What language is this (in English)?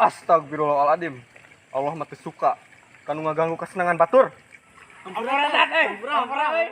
Sundanese